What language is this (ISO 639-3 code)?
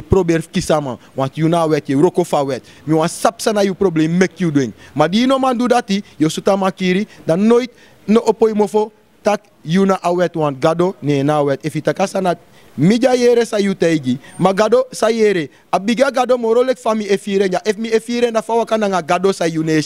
srn